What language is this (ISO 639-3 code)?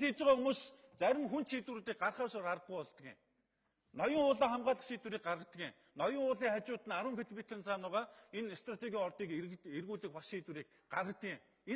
mon